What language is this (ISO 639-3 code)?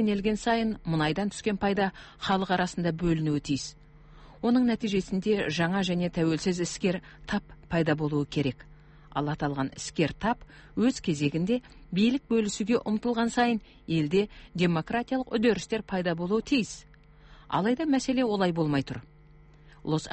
kaz